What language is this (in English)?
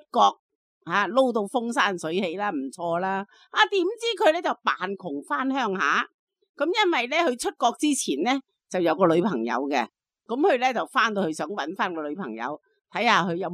Cantonese